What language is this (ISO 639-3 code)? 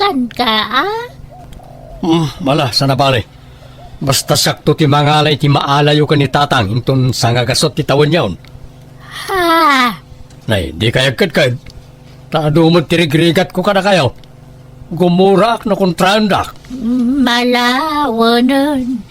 ilo